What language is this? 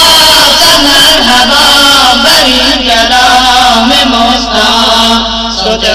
Persian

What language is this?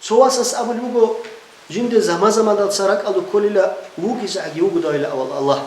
Avaric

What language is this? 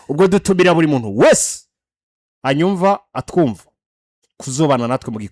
Rundi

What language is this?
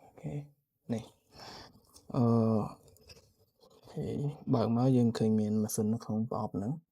Khmer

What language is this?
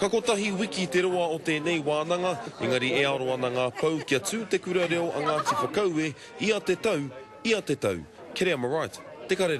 Māori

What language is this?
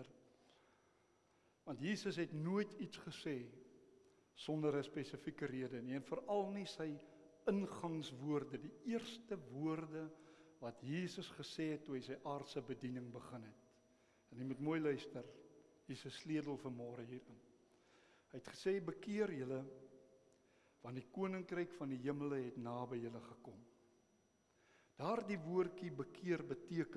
Afrikaans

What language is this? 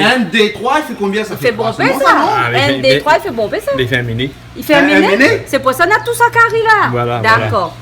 Réunion Creole French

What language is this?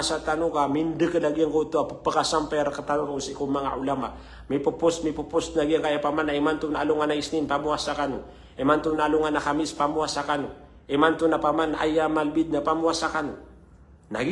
Maranao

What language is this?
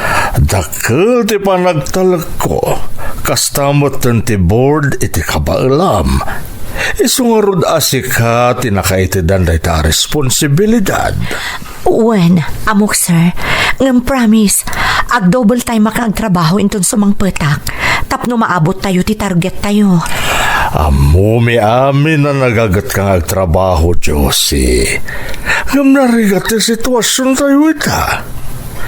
Iloko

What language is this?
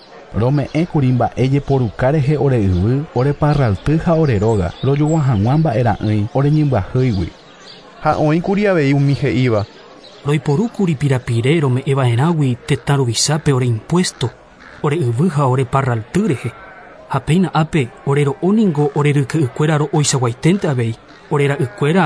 Guarani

